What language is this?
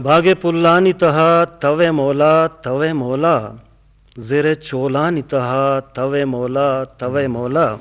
Eastern Balochi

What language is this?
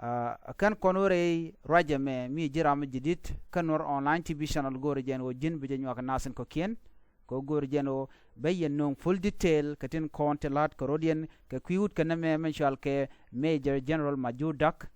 Nuer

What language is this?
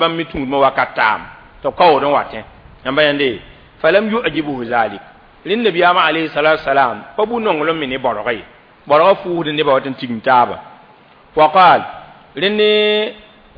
Mossi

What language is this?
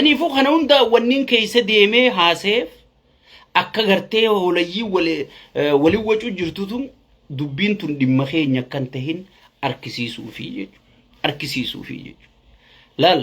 Oromo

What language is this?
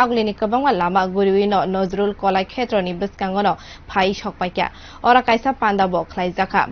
Kok Borok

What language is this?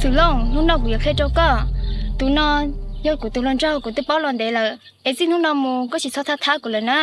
Hmong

